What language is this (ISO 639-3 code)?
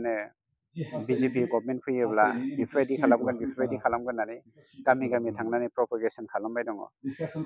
brx